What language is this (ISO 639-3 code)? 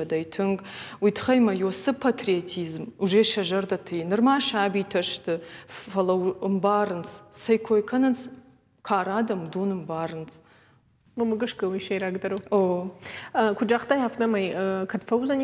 oss